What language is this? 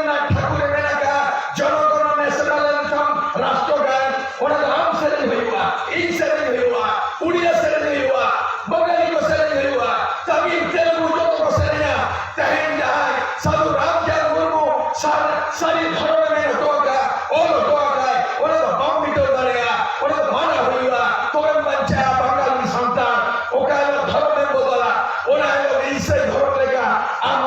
Santali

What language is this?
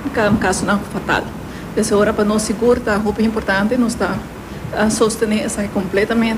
Papiamento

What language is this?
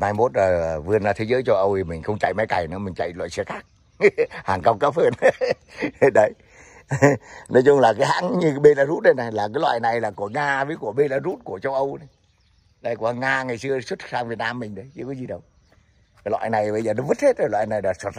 Vietnamese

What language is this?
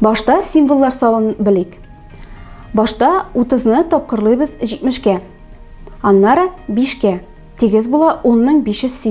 Tatar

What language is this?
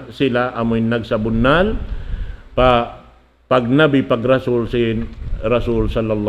Tausug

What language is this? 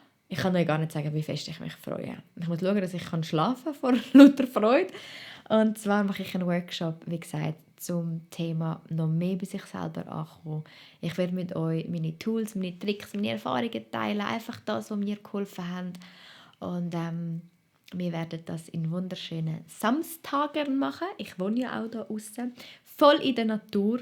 Swiss German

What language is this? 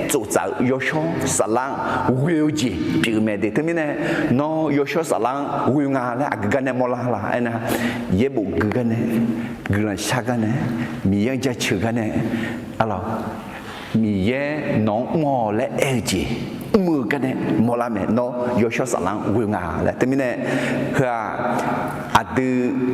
Akha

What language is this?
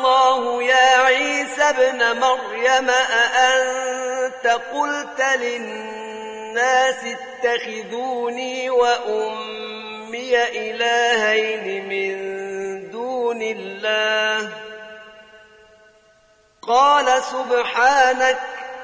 Arabic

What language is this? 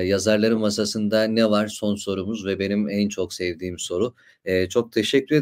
Turkish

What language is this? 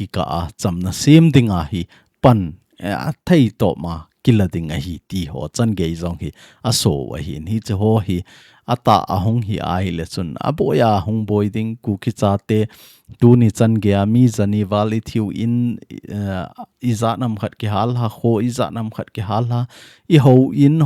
Thado Chin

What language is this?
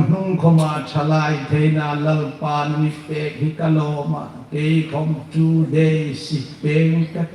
Hmar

